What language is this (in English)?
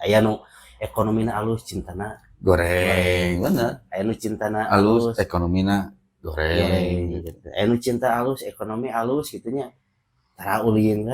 Sundanese